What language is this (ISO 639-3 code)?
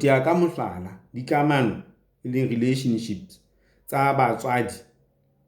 sot